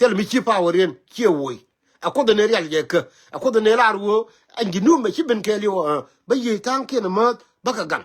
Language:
Nuer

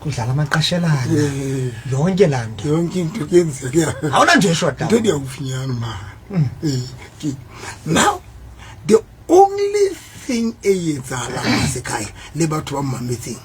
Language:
Southern Sotho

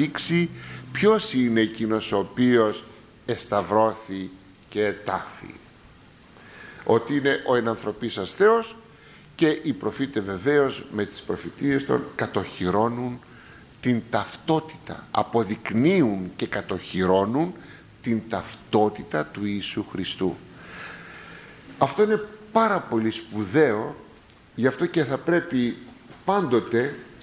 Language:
Greek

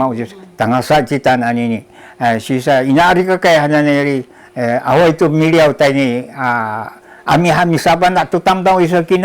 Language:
Sakizaya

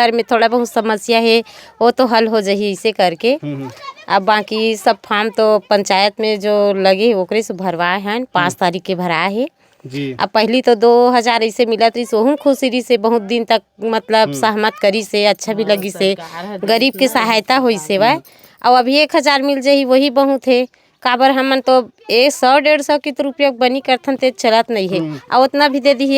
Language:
Chhattisgarhi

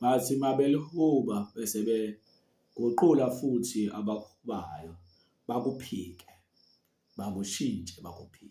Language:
Zulu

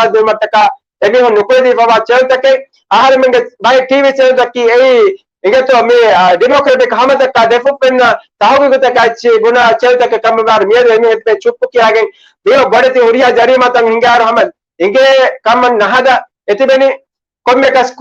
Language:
Divehi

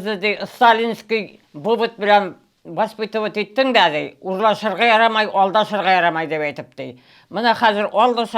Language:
Tatar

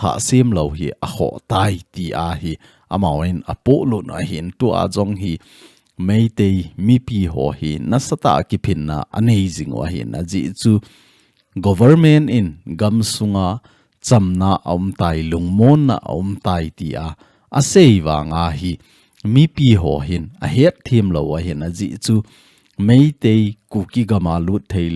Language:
Thado Chin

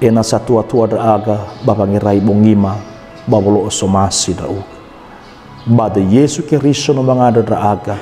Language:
Nias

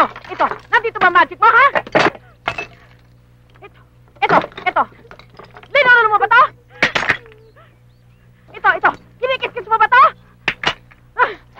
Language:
Filipino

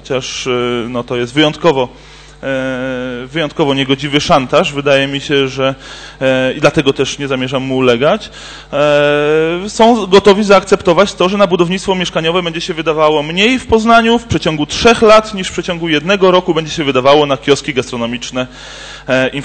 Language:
Polish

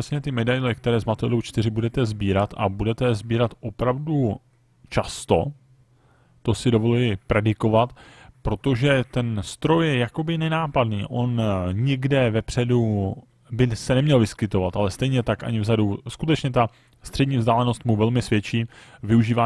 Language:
Czech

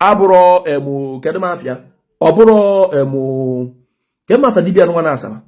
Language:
Igbo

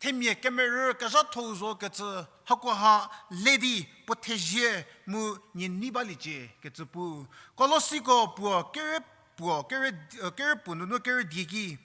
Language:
Angami Naga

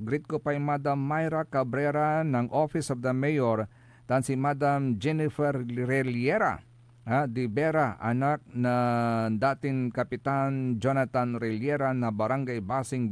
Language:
Pangasinan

